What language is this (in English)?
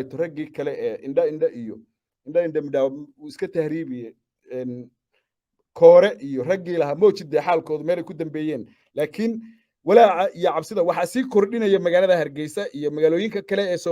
Somali